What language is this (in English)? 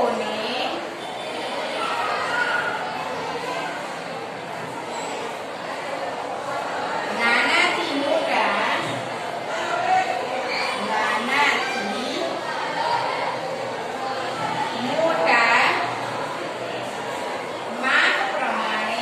Gujarati